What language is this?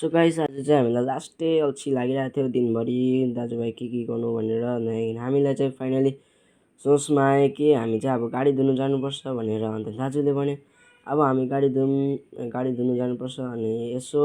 Nepali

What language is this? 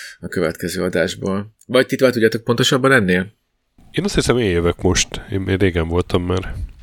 Hungarian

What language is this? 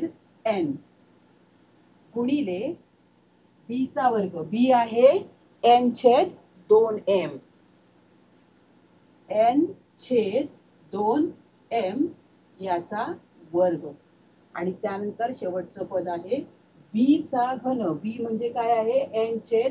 Marathi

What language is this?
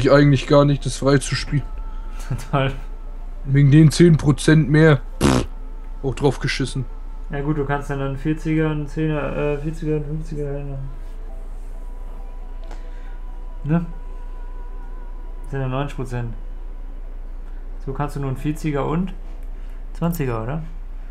German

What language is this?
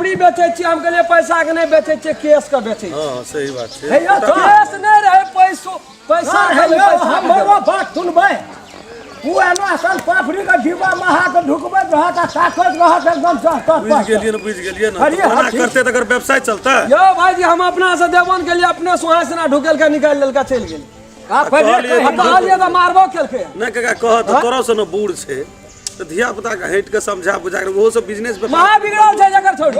Maithili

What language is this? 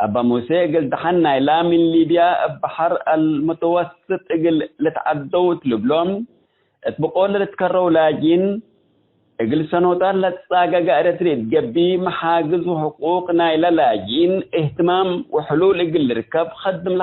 Tigre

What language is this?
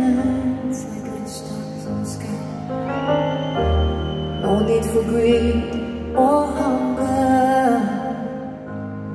English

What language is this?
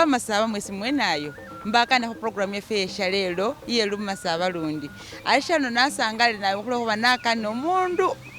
Masaaba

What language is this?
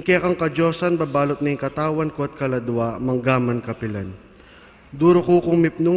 Pampanga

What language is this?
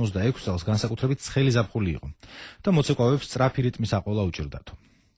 Georgian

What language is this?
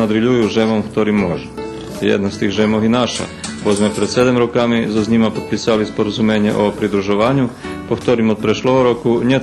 Rusyn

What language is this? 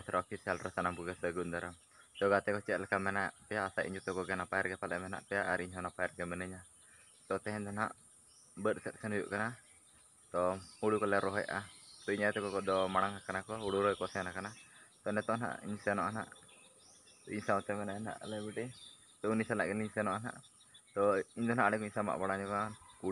Santali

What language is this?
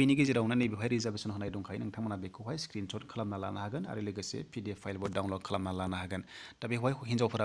Bodo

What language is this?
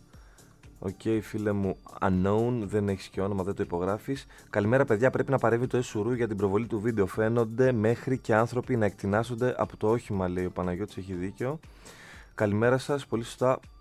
Greek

